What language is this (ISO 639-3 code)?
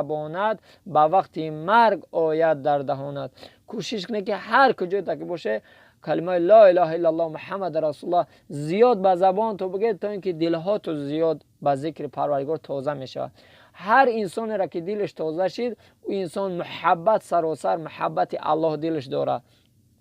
tgk